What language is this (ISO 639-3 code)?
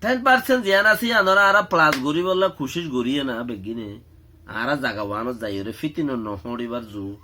rhg